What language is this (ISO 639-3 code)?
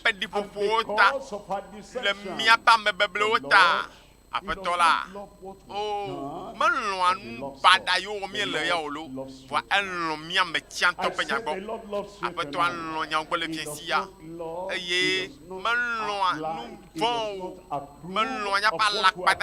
ewe